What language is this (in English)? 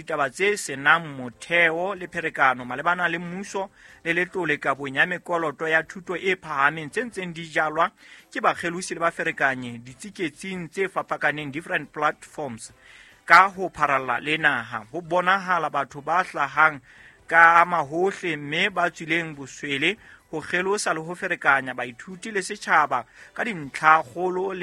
Southern Sotho